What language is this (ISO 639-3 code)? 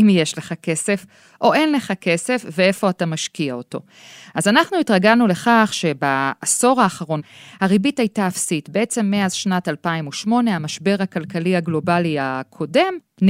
heb